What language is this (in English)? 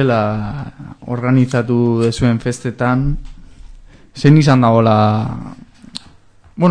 Basque